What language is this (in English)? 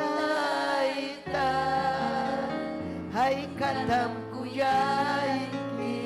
Ayacucho Quechua